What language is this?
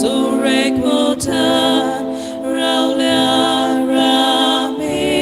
Konkani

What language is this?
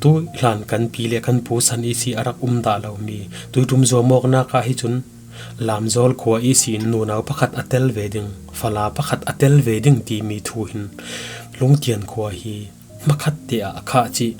Falam Chin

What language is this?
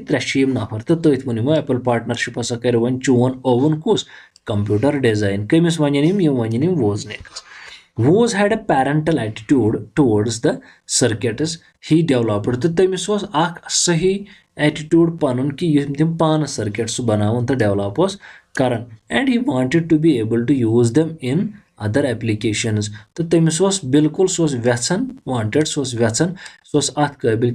Kashmiri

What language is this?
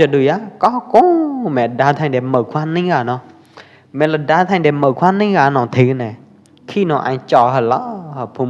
Pwo Eastern Karen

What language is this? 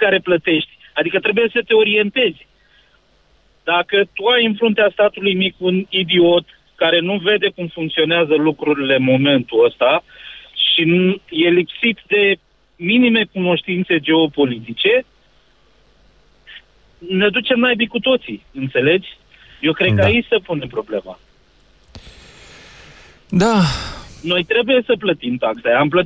Romanian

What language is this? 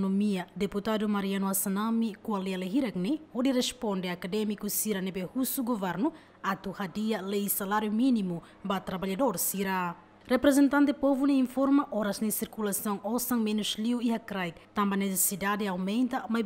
Tetum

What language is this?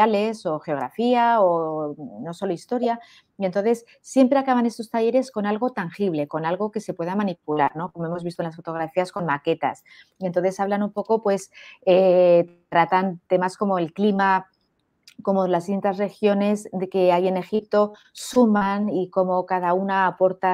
Spanish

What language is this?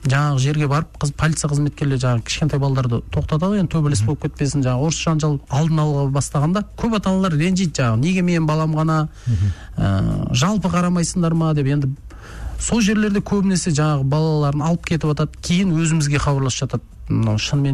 Kazakh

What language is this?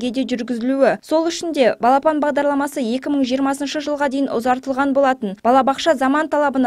Kazakh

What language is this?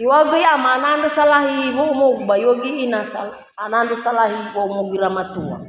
Nias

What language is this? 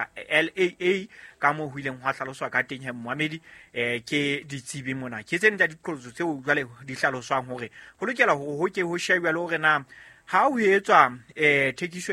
Southern Sotho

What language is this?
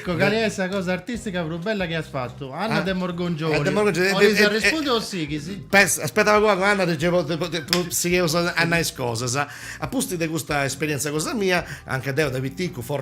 Sardinian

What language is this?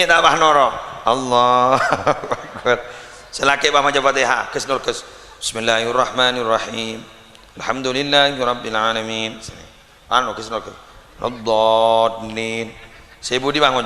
Madurese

